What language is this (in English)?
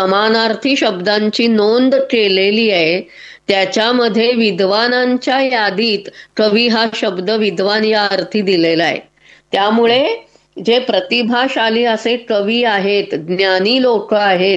Marathi